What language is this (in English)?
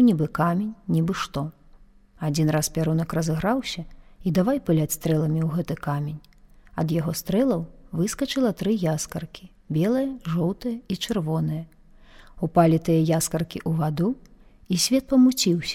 Belarusian